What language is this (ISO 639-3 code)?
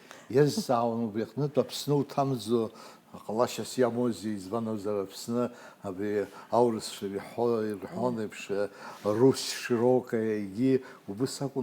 abk